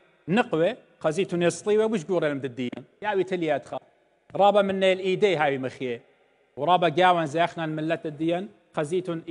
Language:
Assyrian Neo-Aramaic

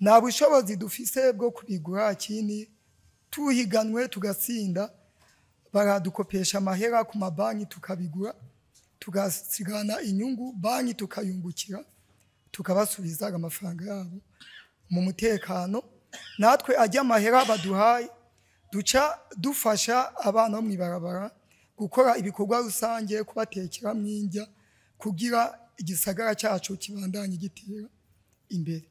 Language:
Rundi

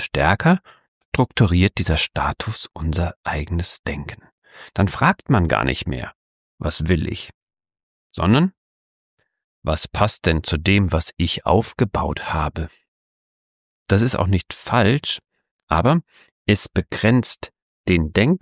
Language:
German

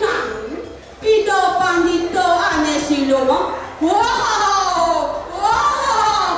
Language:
Balinese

